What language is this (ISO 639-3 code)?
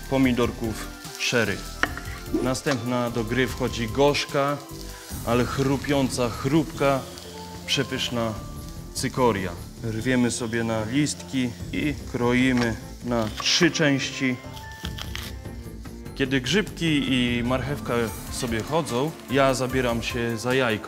pol